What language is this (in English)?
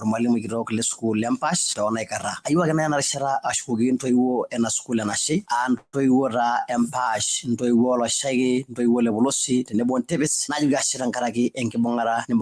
Masai